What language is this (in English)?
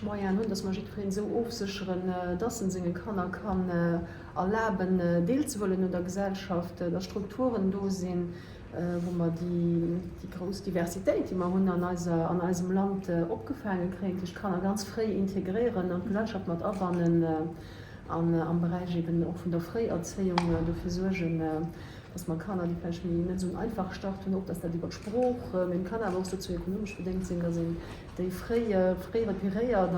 Luxembourgish